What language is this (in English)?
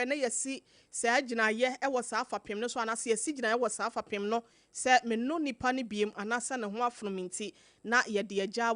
Akan